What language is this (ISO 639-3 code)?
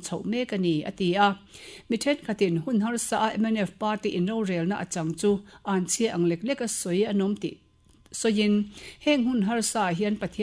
lus